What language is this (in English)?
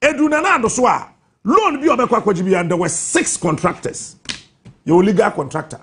Akan